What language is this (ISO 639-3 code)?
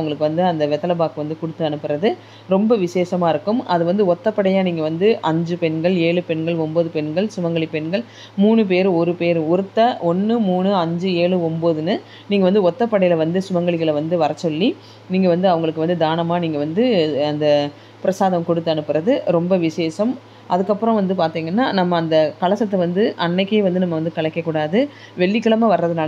tam